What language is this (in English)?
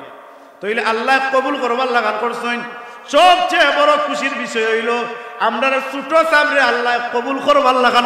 Sylheti